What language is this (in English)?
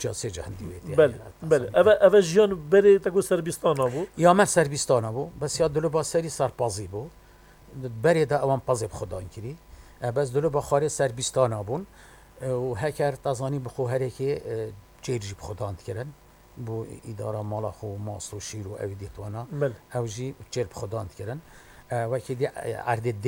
Kurdish